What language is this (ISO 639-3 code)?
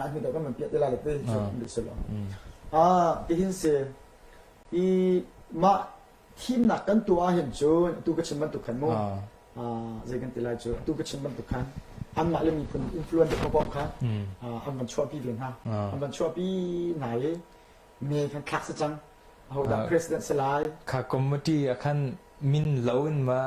cnh